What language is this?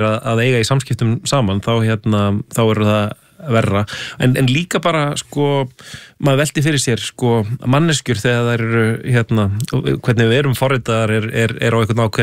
Icelandic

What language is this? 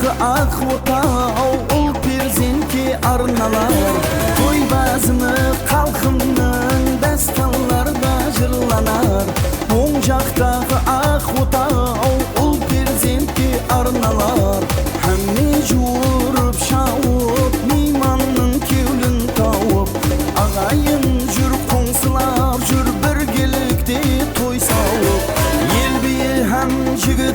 Kara-Kalpak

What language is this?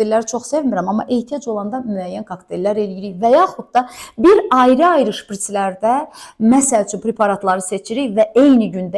Azerbaijani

